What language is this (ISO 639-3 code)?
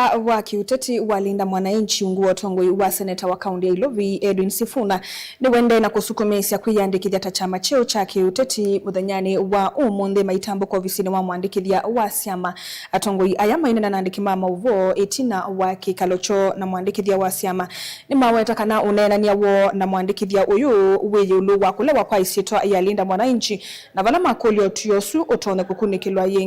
kam